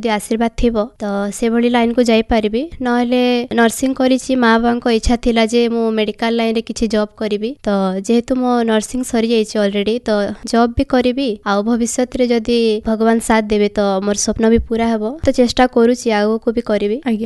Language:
Odia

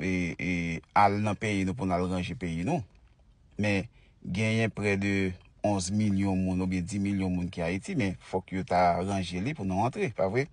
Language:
Haitian Creole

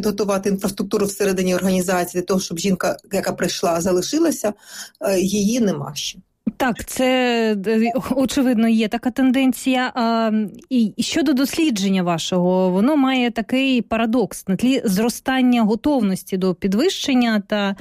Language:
Ukrainian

